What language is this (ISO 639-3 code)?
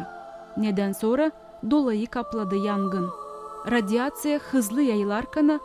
gag